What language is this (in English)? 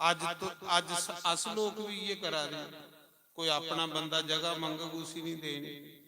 Dogri